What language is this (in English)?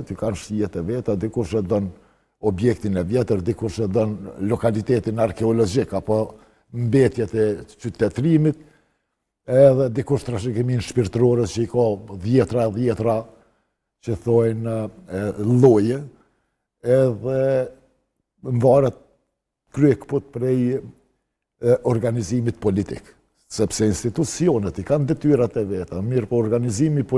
Albanian